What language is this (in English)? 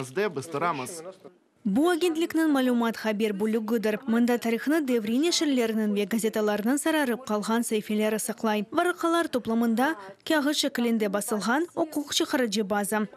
Crimean Tatar